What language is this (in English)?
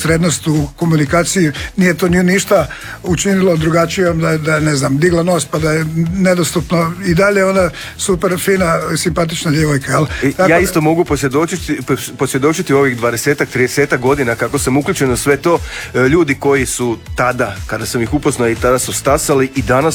Croatian